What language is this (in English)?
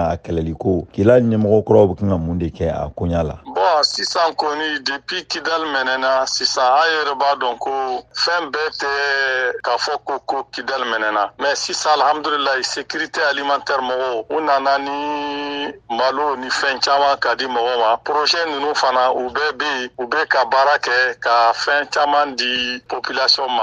Bambara